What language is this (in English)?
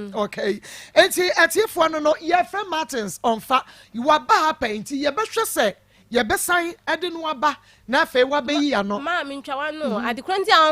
Akan